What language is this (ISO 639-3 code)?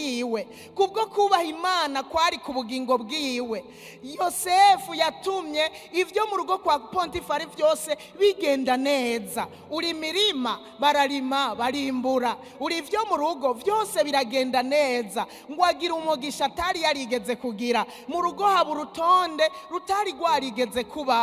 run